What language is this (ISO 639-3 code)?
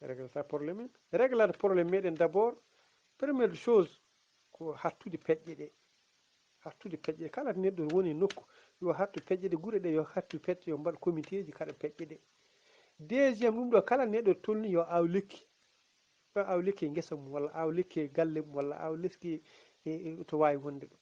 ful